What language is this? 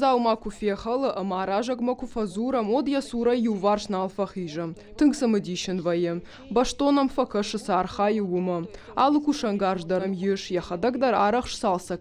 Ossetic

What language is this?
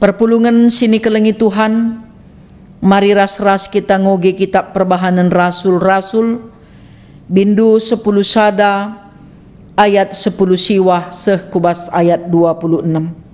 Batak Karo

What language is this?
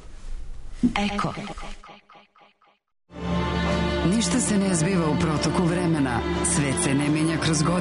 Serbian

